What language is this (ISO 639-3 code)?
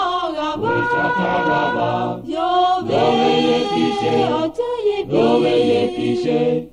lhu